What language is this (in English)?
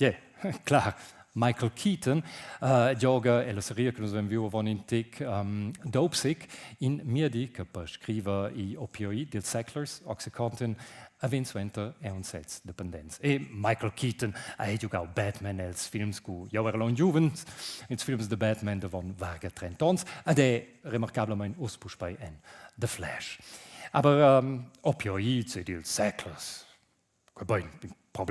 Romansh